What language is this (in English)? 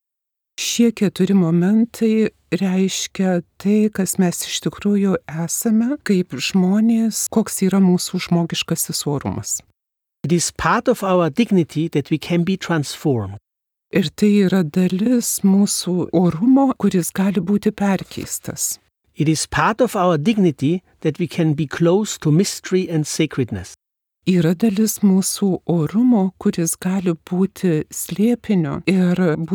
Lithuanian